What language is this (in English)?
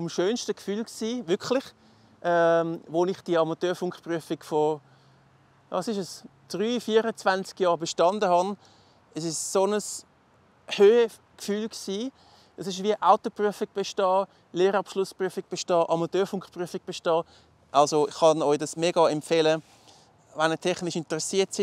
Swiss German